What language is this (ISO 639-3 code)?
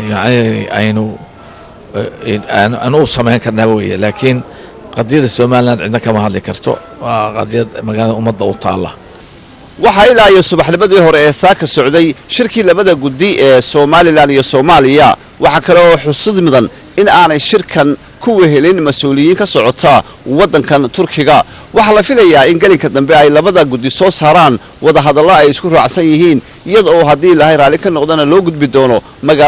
som